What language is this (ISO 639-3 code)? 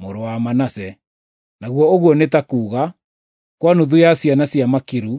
kik